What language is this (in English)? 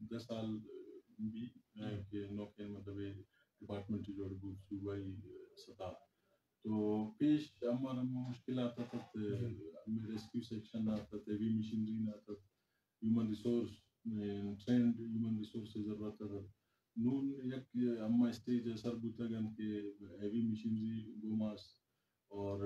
Eastern Balochi